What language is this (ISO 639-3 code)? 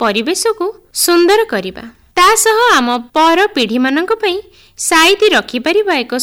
ori